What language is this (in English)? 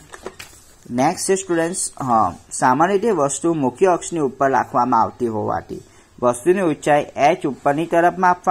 Gujarati